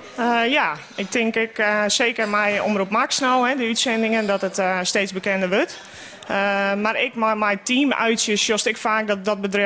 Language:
Western Frisian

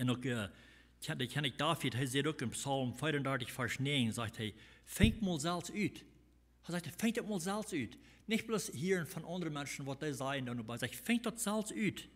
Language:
Plautdietsch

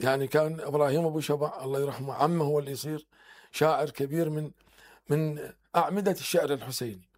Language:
Mesopotamian Arabic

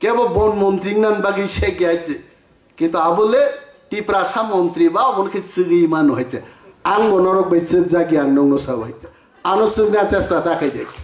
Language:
Kok Borok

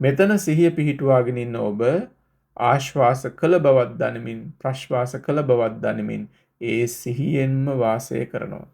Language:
Sinhala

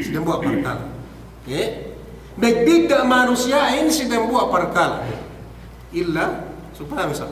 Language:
Yakan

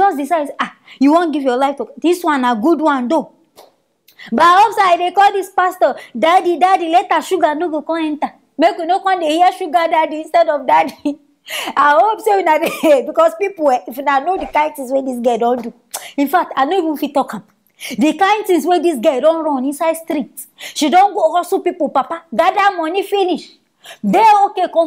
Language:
Nigerian Pidgin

